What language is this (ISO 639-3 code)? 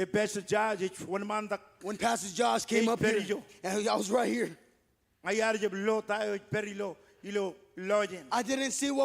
mah